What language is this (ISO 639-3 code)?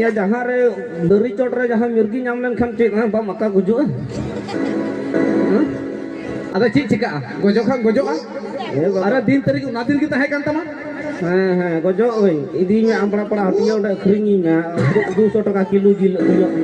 sat